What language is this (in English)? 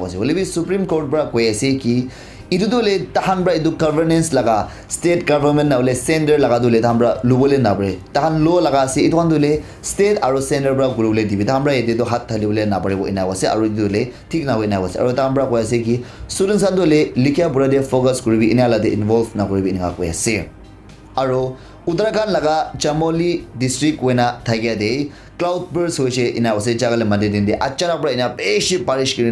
Naga Pidgin